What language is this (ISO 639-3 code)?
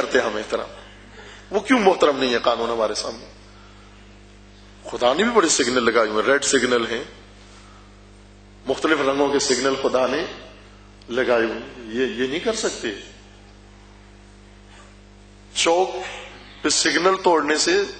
urd